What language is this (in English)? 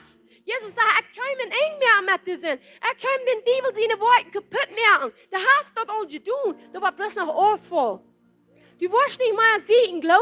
Plautdietsch